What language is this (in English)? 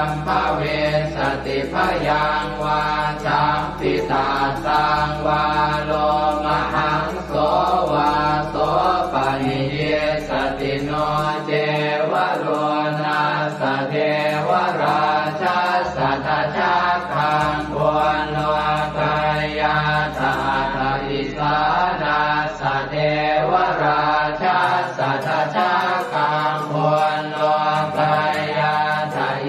Pali